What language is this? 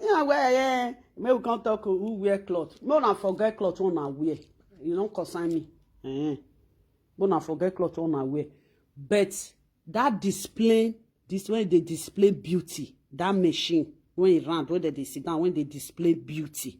Nigerian Pidgin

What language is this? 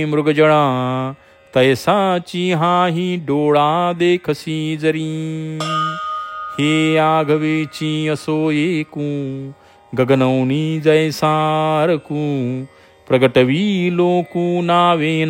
Marathi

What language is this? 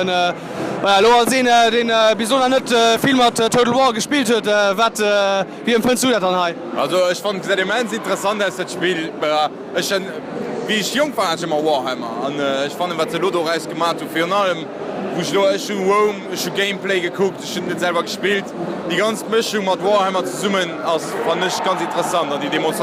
Luxembourgish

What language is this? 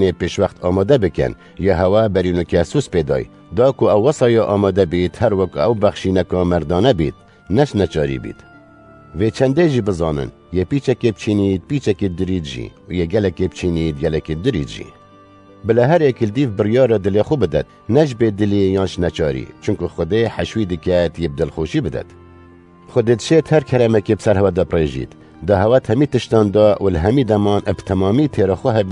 Kurdish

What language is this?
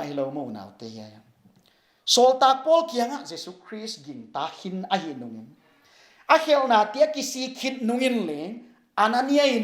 Paite Chin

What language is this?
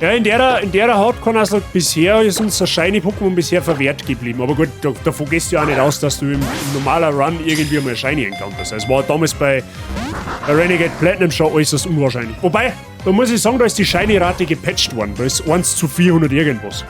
Bavarian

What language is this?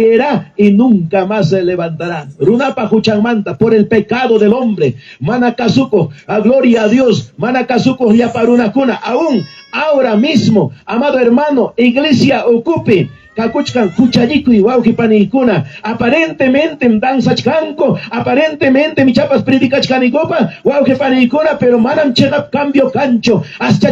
Ayacucho Quechua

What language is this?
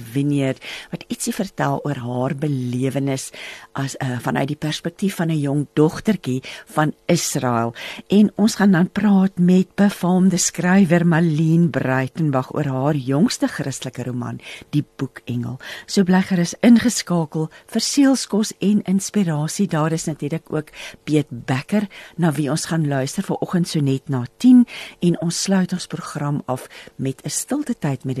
Afrikaans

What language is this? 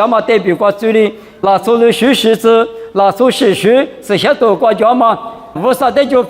Lisu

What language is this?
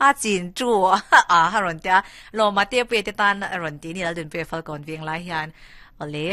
Mizo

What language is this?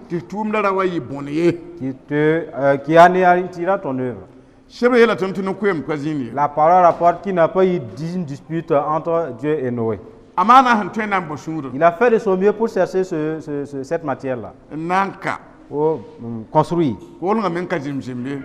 Mossi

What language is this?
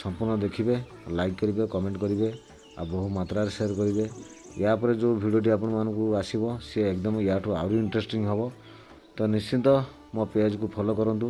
Odia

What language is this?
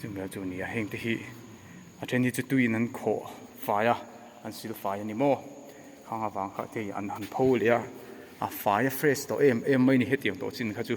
Mizo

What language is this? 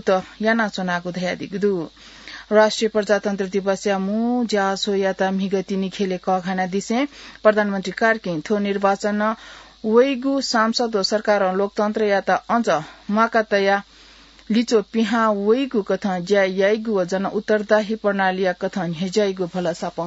Newari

